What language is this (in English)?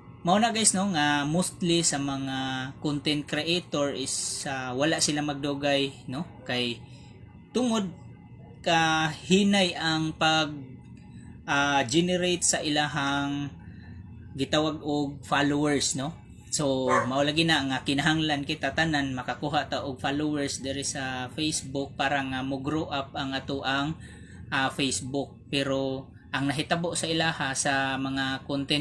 Cebuano